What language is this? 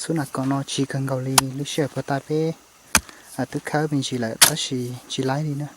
Hmong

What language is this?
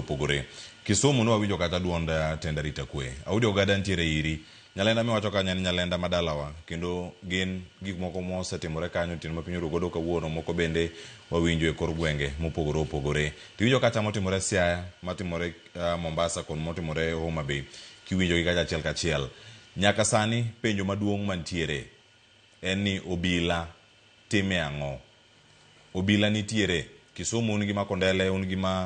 Luo (Kenya and Tanzania)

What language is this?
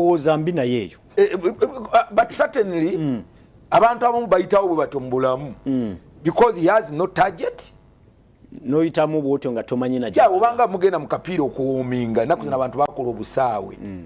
Ganda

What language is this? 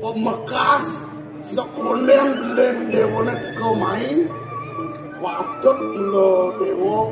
Balinese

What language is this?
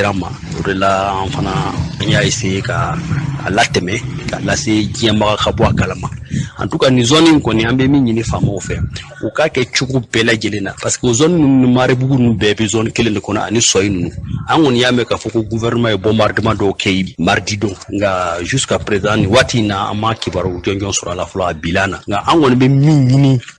Bambara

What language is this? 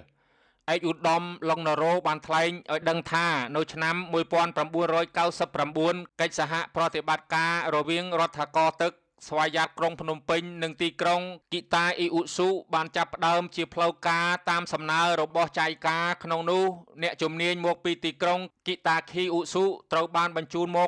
Khmer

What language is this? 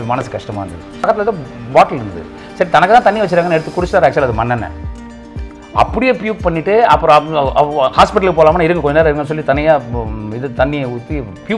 Tamil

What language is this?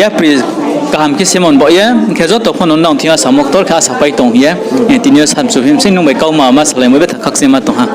Riang (India)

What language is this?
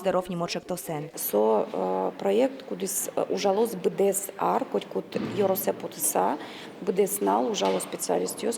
Udmurt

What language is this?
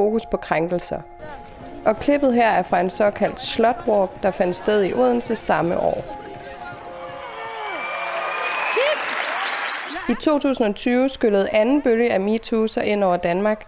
Danish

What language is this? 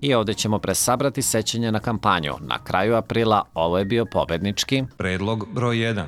Serbian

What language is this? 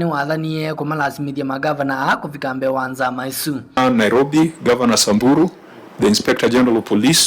Kamba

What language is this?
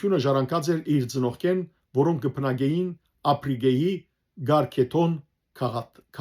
Western Armenian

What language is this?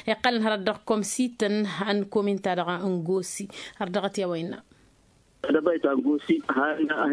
Tamasheq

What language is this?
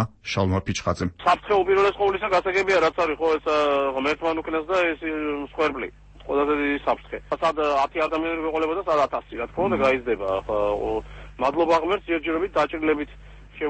Georgian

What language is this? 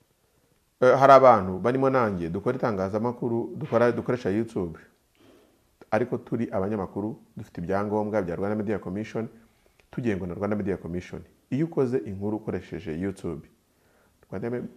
Kinyarwanda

